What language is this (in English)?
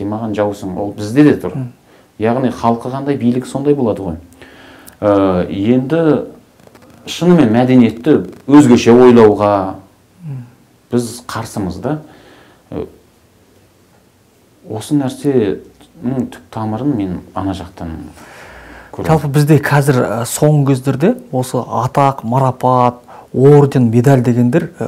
Kazakh